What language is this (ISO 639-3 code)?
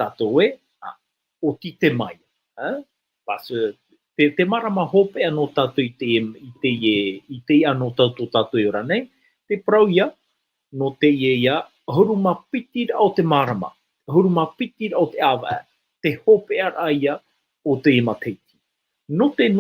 tah